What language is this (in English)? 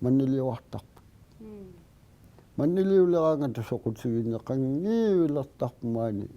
Kalaallisut